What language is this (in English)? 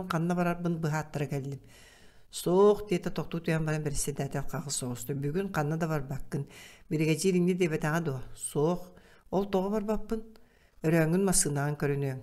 Yakut